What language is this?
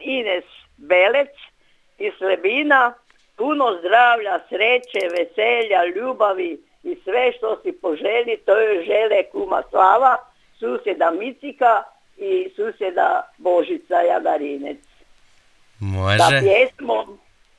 Croatian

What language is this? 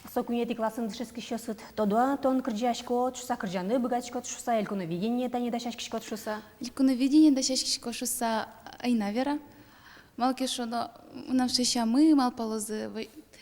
Udmurt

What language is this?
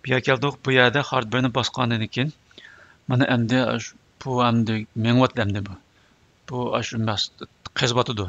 Uyghur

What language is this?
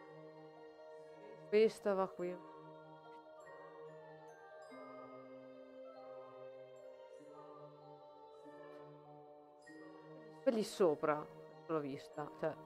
Italian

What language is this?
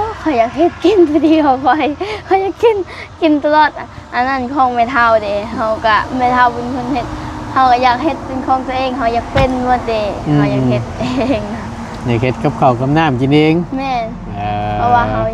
Northeastern Thai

